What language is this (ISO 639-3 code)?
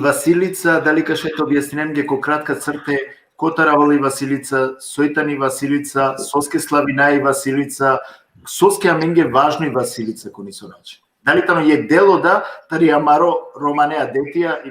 rmn